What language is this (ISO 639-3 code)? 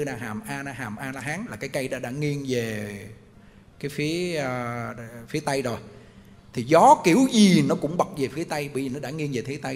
vie